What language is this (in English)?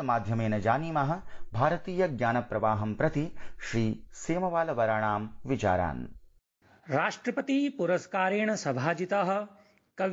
Sanskrit